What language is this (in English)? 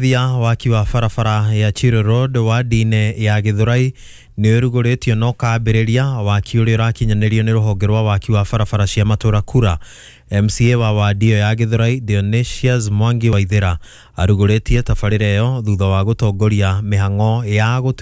Kikuyu